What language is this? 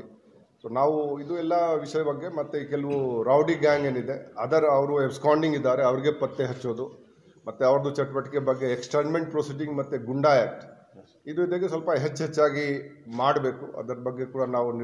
Kannada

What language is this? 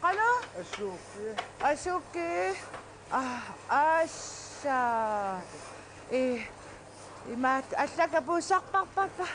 Kalaallisut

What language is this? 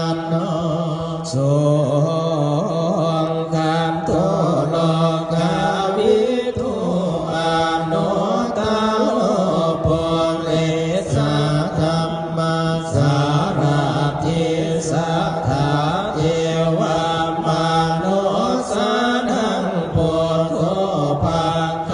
Pali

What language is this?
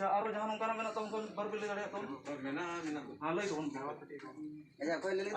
Santali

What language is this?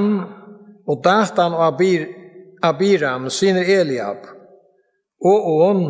Faroese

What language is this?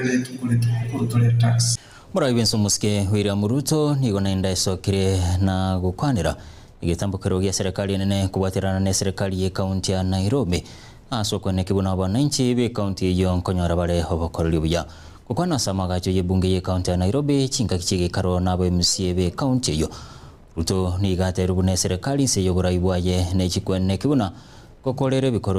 Gusii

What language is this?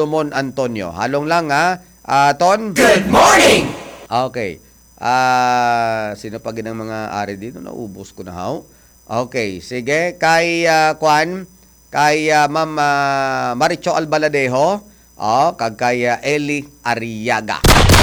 Hiligaynon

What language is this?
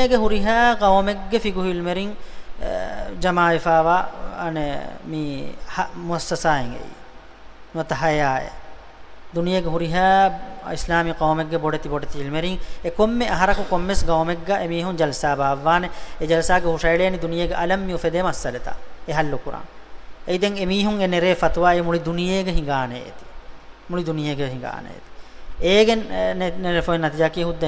Divehi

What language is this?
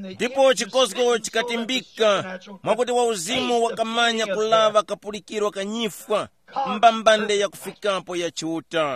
Tumbuka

